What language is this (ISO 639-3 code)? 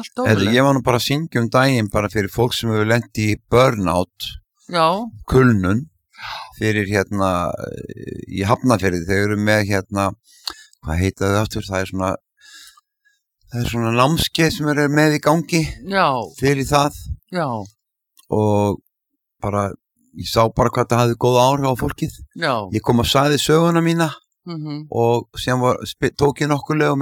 isl